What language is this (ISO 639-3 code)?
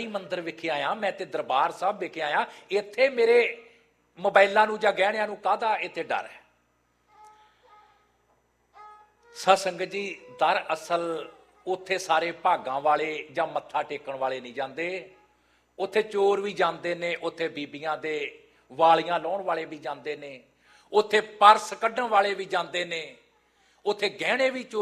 pan